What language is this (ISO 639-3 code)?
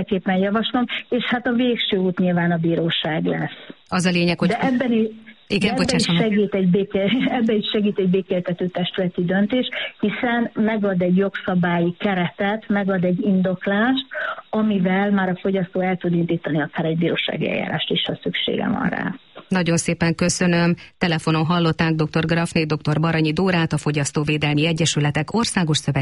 hun